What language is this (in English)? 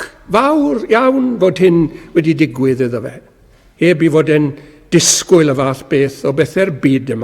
Welsh